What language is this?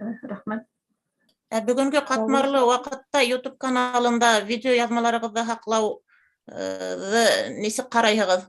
Bashkir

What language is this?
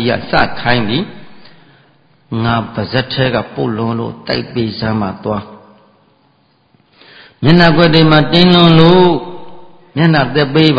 Burmese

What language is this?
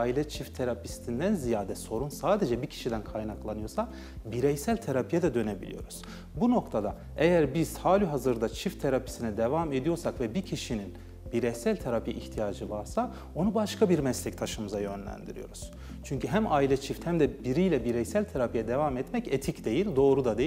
Turkish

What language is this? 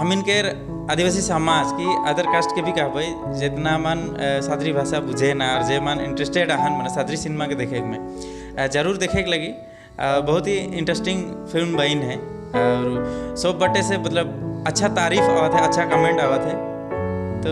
Sadri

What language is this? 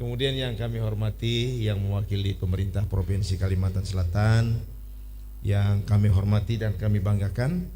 Banjar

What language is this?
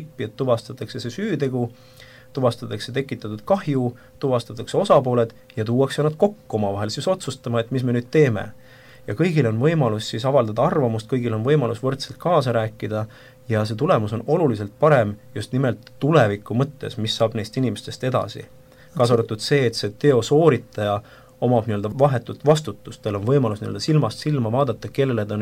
Estonian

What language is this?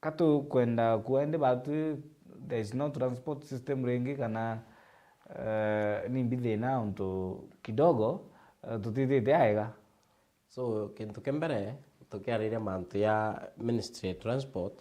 Meru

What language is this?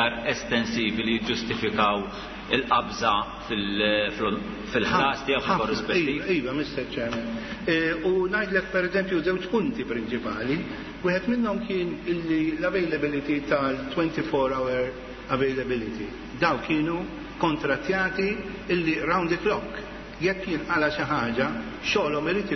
Maltese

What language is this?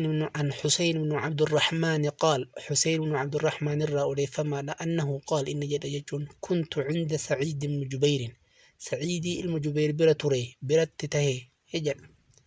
Oromo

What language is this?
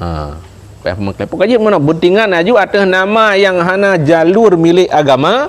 Achinese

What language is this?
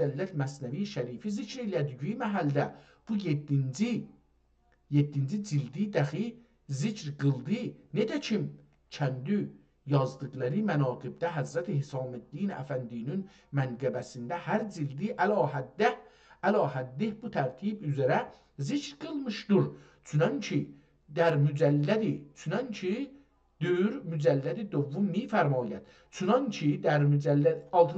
South Azerbaijani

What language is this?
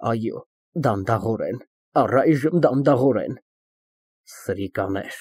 Armenian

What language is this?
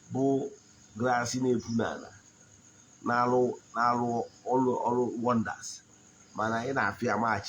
Igbo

